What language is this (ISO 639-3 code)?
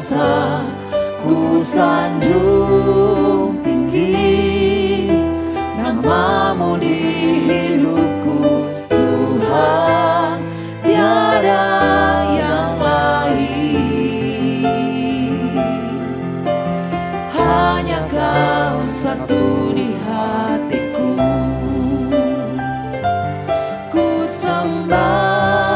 ind